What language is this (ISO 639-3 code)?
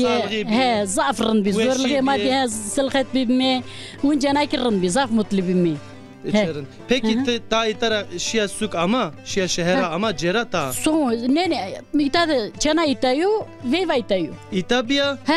zza